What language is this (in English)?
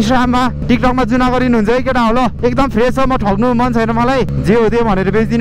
Nepali